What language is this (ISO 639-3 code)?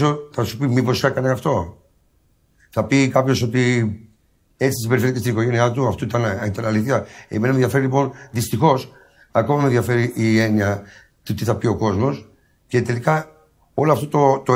ell